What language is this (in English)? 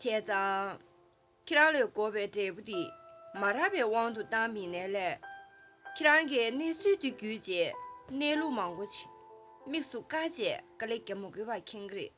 Tibetan